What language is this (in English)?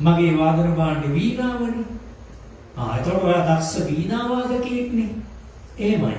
Sinhala